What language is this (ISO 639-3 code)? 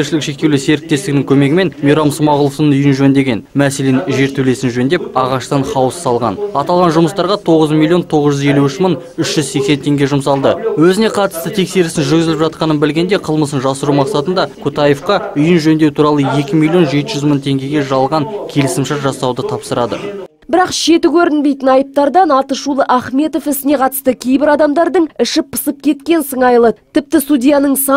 kaz